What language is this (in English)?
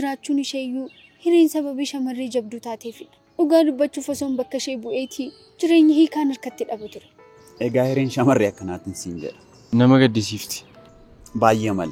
Oromo